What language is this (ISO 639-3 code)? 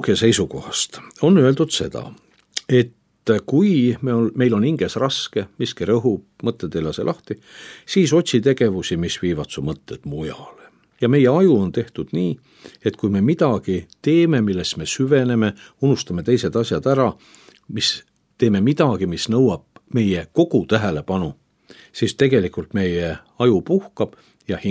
est